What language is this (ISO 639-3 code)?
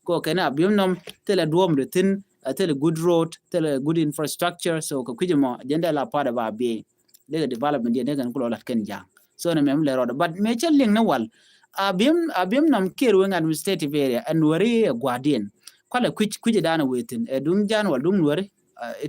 nus